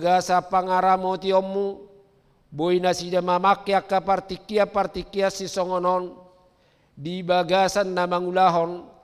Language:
Batak Toba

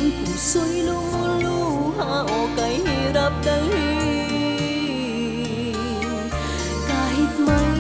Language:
Filipino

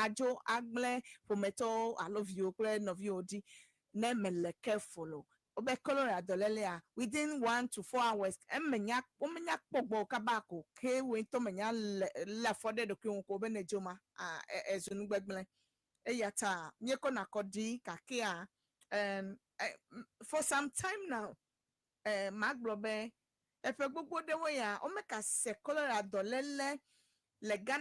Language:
Ewe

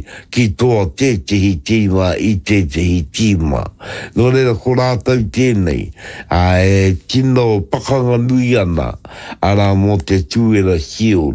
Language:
Māori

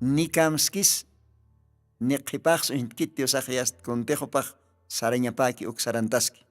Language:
Aymara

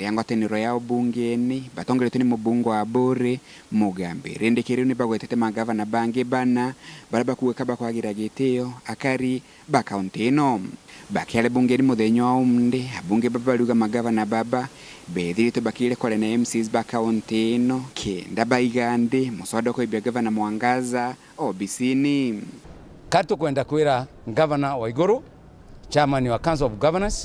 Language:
Meru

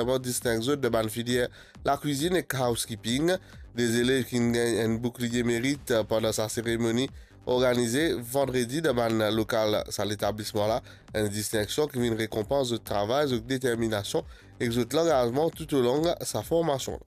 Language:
Morisyen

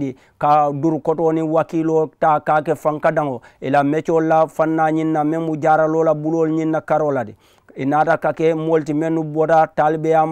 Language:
Mandingo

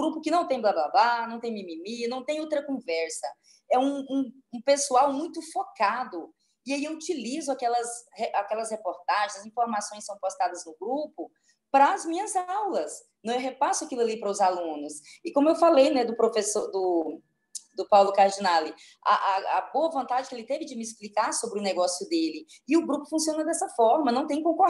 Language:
Portuguese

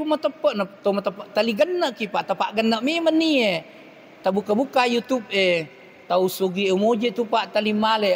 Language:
Buginese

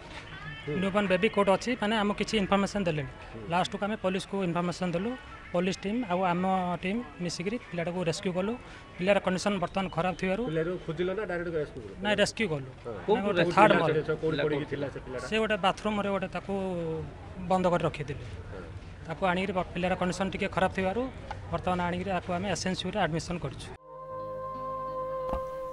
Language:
Odia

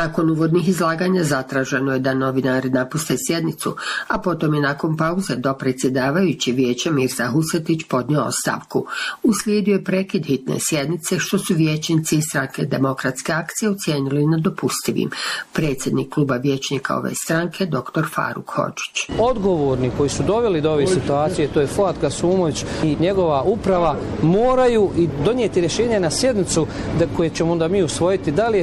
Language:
Bosnian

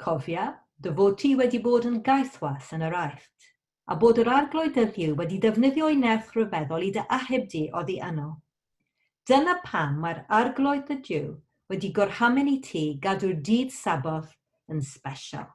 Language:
Welsh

